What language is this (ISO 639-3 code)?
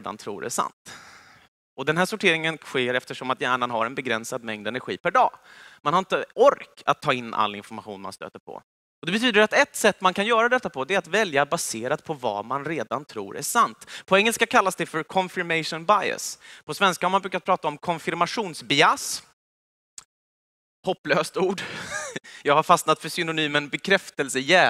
swe